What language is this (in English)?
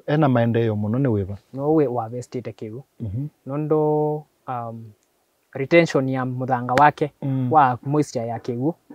Kamba